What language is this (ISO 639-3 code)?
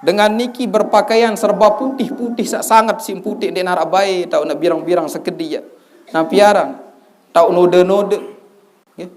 sas